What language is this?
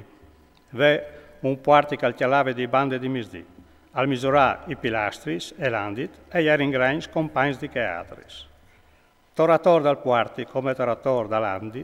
Friulian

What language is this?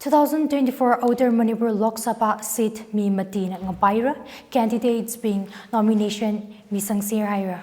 Tangkhul Naga (India)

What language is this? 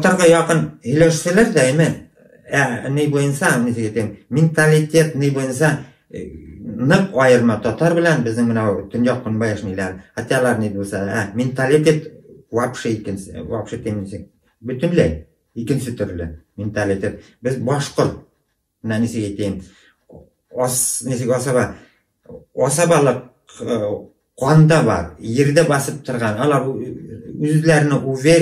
Bashkir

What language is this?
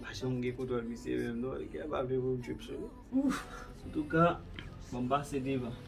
Haitian Creole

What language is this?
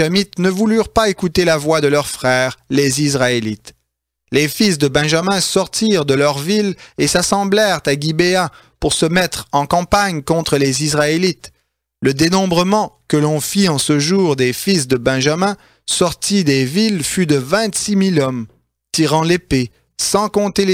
French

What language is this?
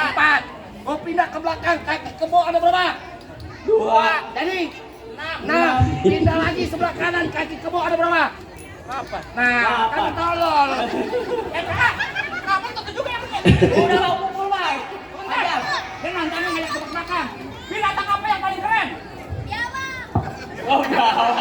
Betawi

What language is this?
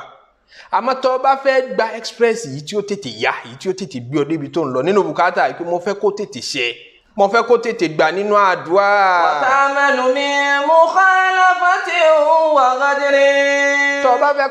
Yoruba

